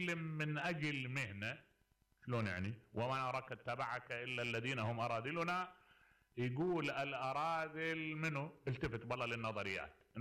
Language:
Mesopotamian Arabic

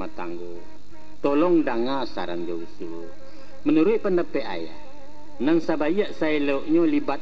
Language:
Minangkabau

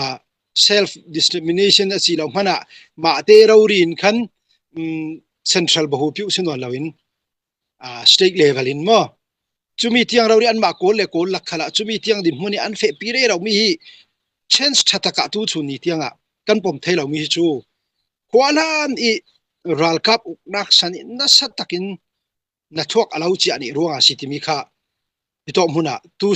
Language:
Falam Chin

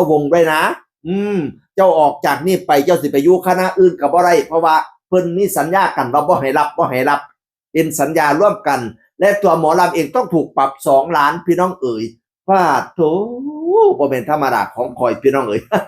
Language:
Northeastern Thai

